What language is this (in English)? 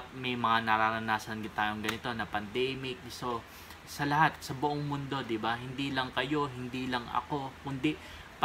Filipino